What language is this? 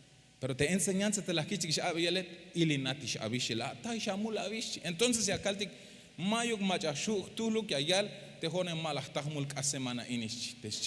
Tzeltal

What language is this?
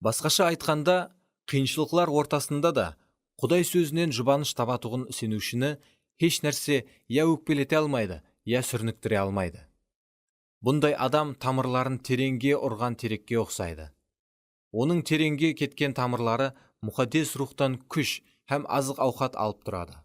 Kara-Kalpak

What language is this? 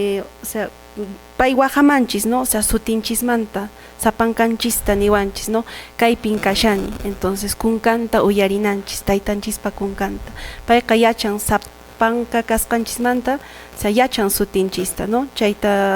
Quechua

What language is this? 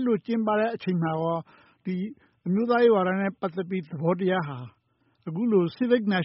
Burmese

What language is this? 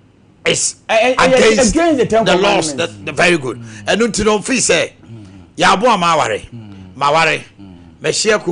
Akan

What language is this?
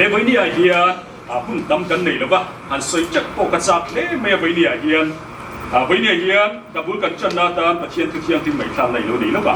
Hakha Chin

